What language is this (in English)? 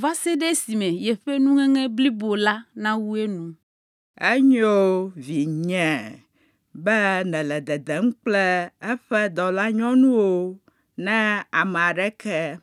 Ewe